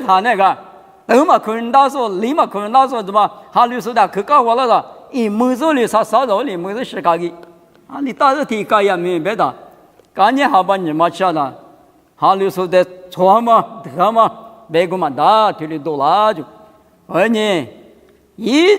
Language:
Lisu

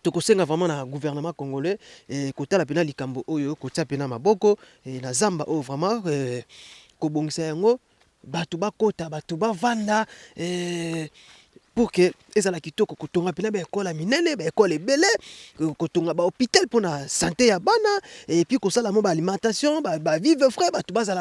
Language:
Lingala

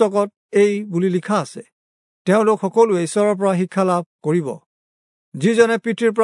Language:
Assamese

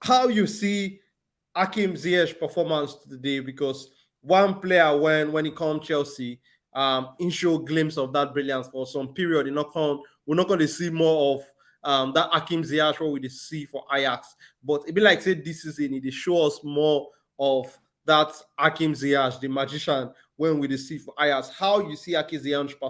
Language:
Nigerian Pidgin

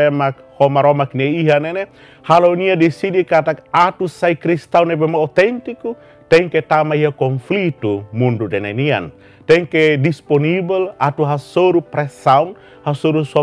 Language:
Tetum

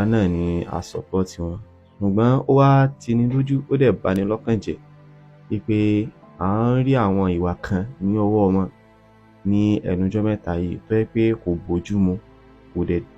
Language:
Yoruba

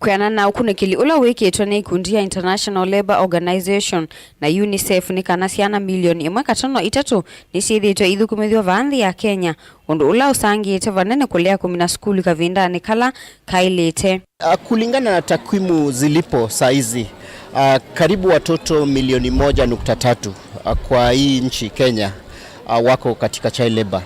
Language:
Kamba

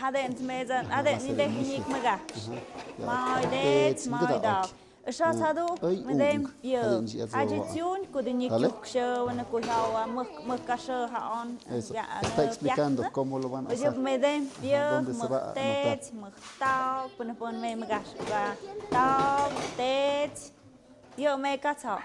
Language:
Tlahuitoltepec Mixe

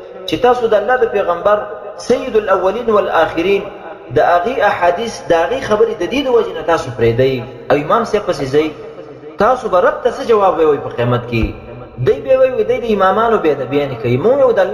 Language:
Pashto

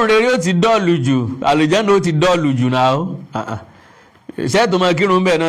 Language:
Yoruba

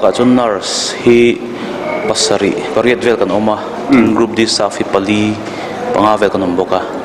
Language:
Mizo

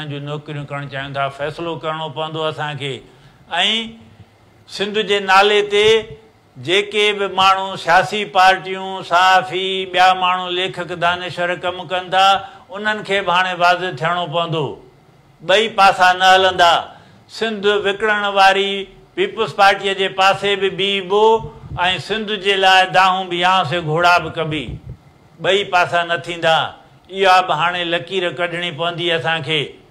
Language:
Sindhi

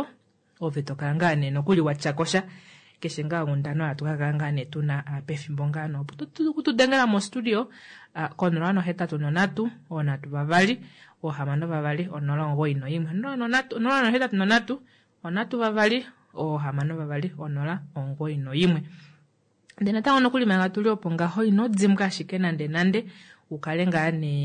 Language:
Kuanyama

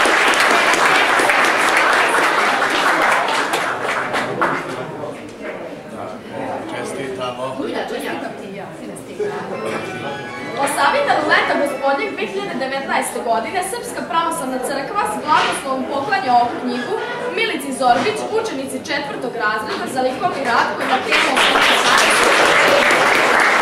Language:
Serbian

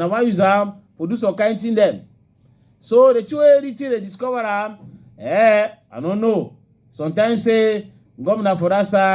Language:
Cameroon Pidgin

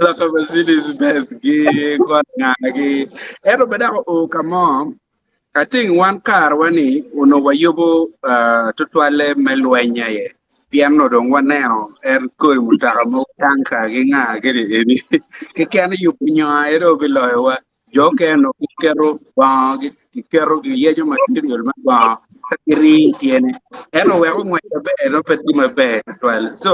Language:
Acoli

